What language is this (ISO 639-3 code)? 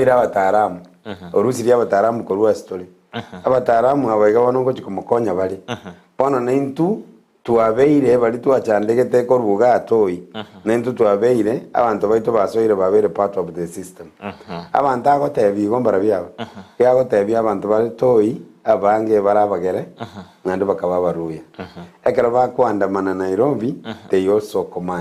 guz